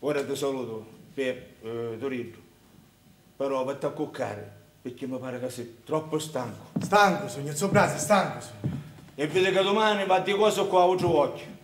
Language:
Sicilian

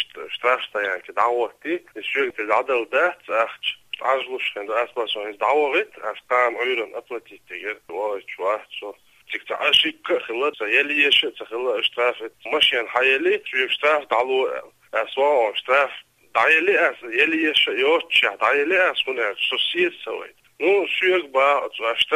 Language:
Chechen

